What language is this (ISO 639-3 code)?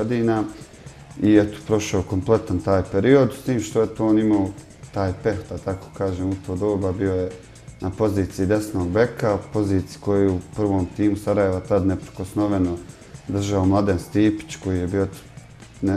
bos